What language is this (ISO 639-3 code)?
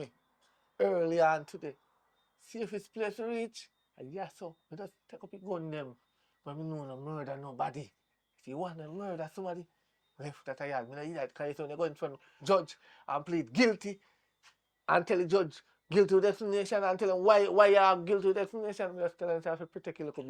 jam